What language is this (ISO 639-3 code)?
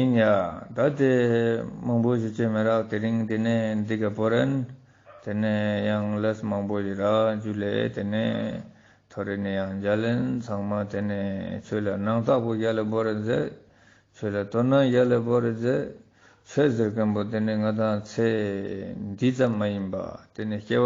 lbj